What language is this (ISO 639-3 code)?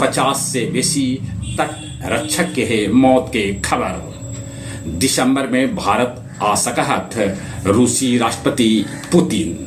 mag